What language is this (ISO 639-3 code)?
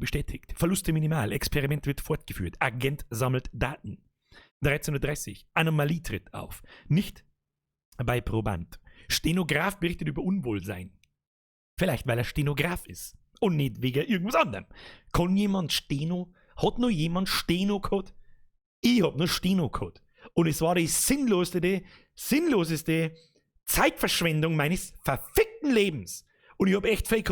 bar